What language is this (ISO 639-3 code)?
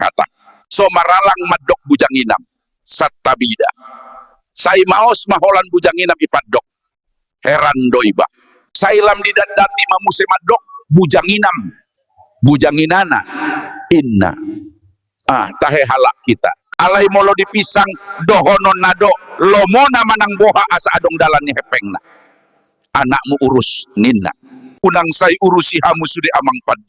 bbc